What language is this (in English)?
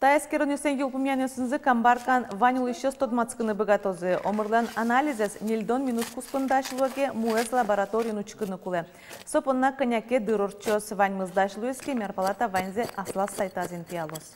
Udmurt